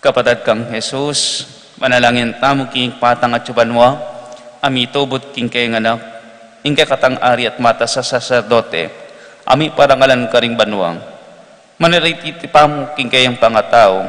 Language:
Pampanga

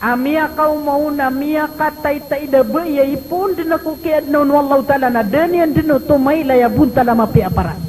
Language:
Maranao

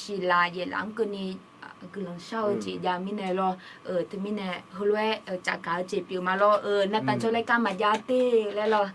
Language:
Akha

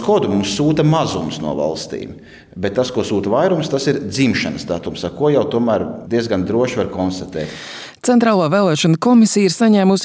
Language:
Latvian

